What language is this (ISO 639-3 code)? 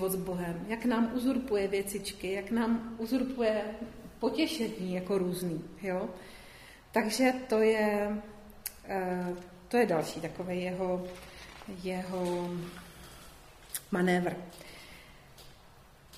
ces